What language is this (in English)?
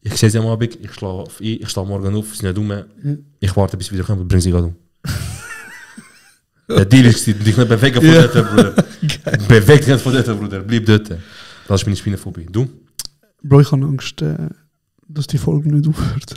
Swiss German